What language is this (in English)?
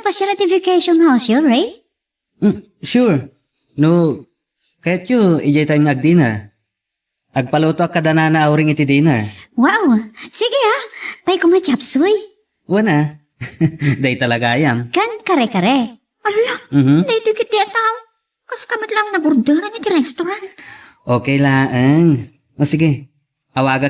Iloko